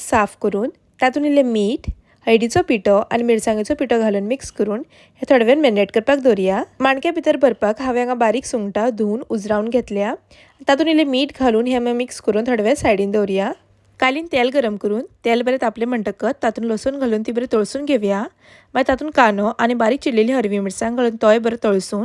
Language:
Konkani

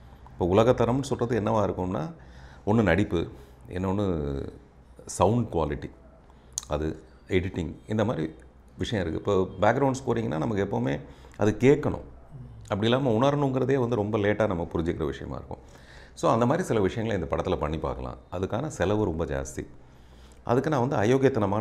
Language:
Tamil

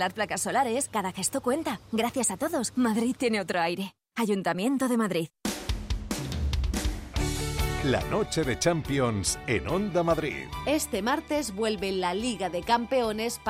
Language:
Spanish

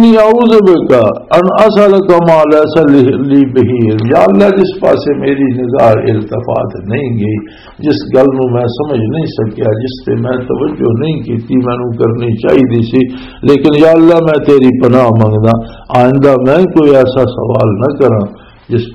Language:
Western Panjabi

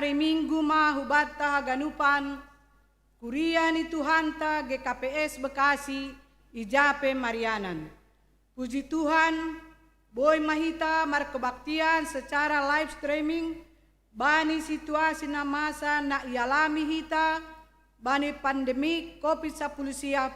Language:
Batak Simalungun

